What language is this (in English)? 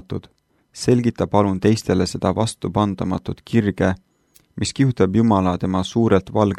Estonian